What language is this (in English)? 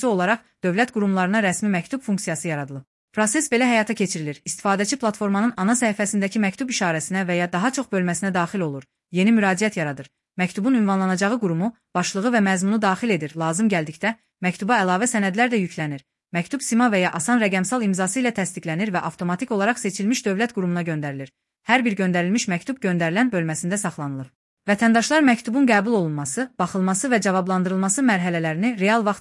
Azerbaijani